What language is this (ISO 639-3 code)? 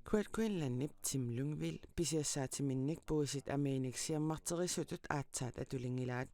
kal